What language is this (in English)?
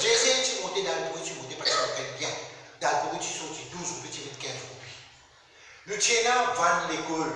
Morisyen